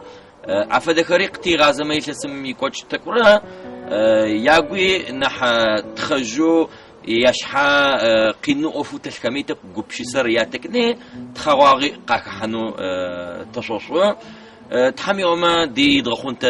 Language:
Adyghe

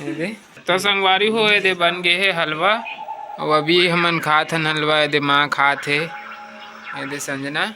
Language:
Chhattisgarhi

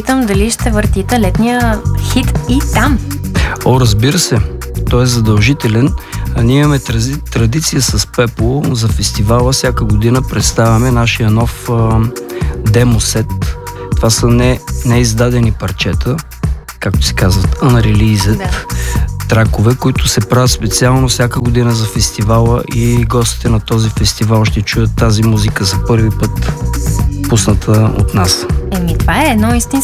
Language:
Bulgarian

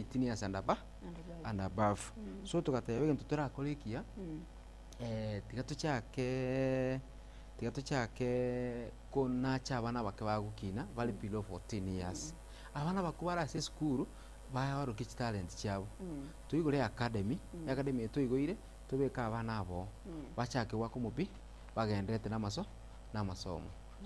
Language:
Gusii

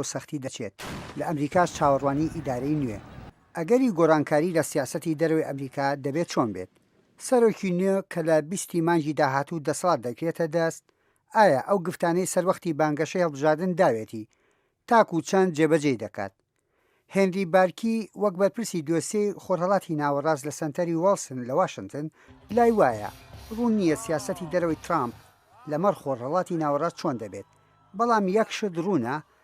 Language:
Central Kurdish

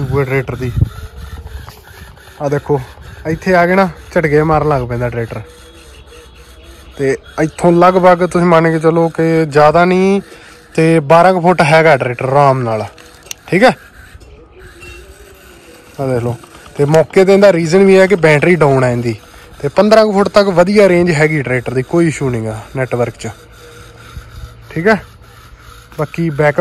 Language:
Punjabi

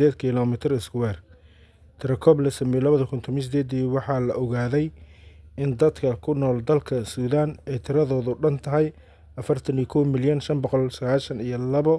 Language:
Somali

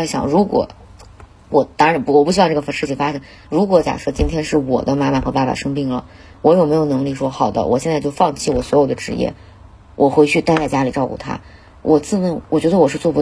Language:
Chinese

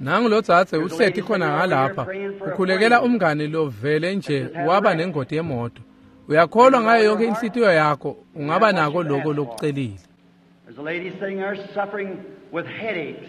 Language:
Swati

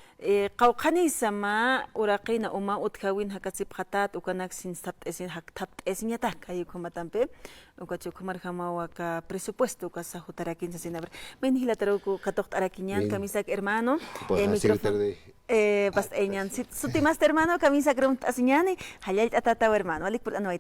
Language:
Aymara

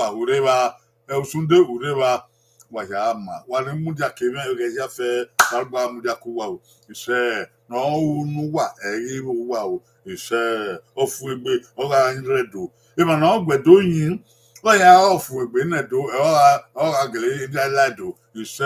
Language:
Bini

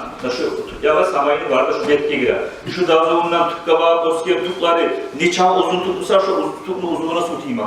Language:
Kumyk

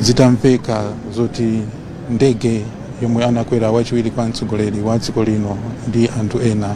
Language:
Nyanja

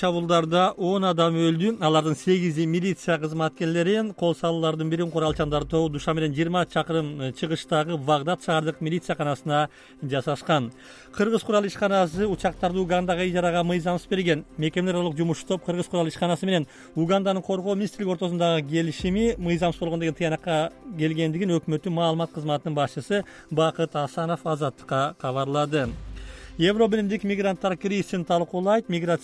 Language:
Kyrgyz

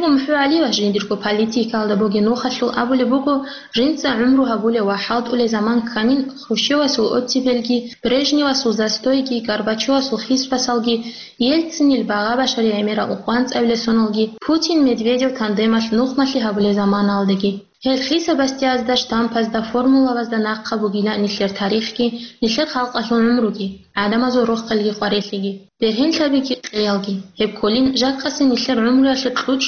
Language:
Avaric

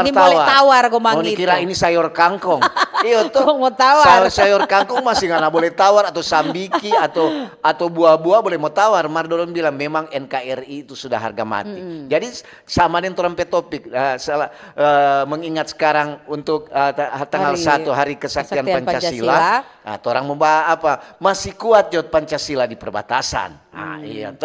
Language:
Manado Malay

